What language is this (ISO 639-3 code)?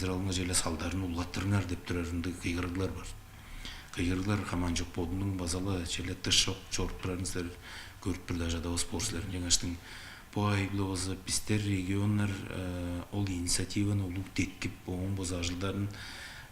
tyv